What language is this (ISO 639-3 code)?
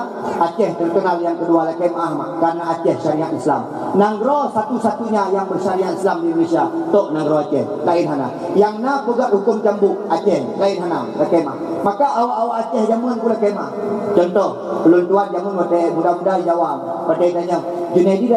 ace